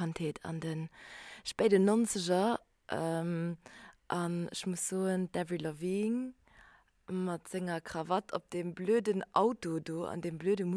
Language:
Luxembourgish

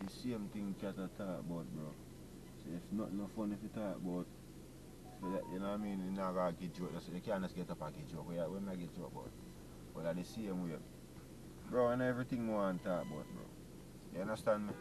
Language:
Jamaican Creole English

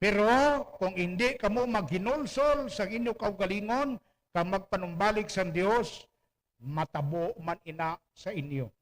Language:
Hiligaynon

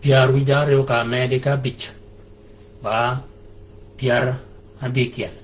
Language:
Shilluk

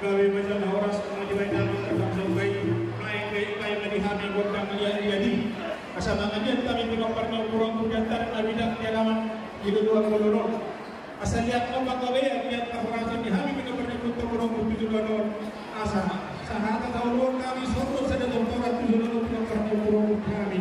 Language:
Batak Toba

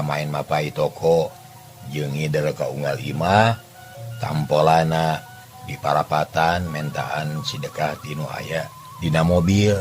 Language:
Sundanese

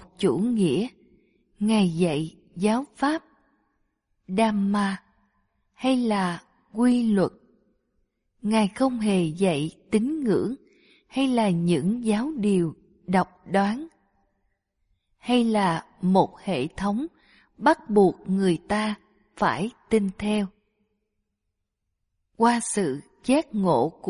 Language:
Vietnamese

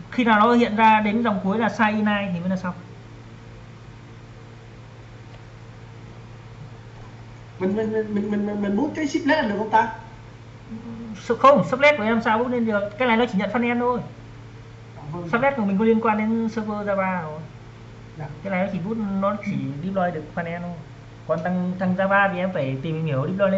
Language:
Vietnamese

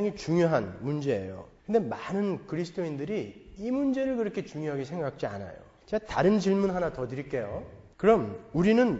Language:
Korean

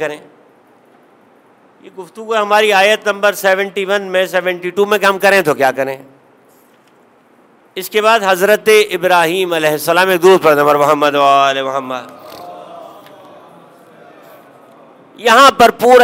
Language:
Urdu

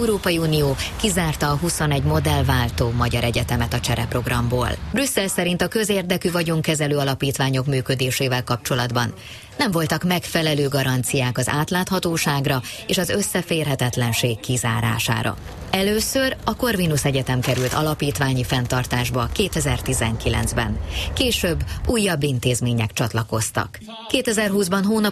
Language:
Hungarian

